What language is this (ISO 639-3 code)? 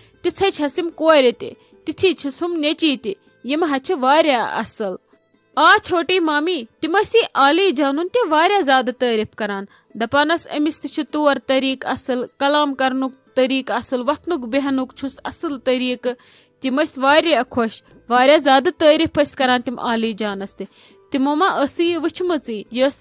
kas